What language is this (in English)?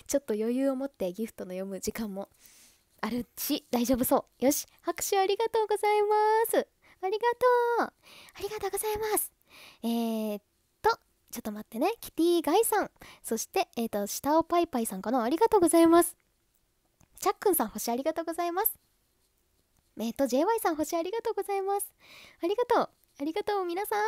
Japanese